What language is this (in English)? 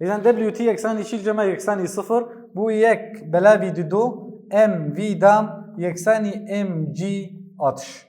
Kurdish